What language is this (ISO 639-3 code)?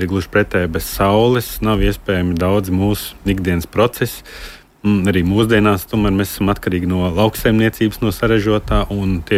lav